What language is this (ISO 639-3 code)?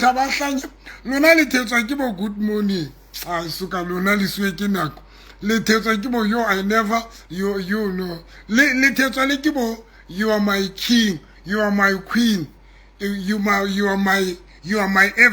sot